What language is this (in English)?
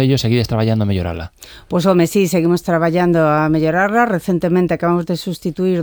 Galician